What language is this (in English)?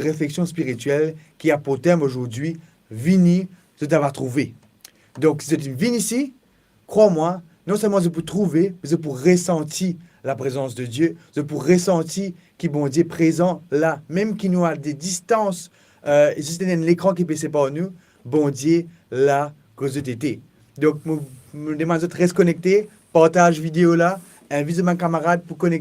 Morisyen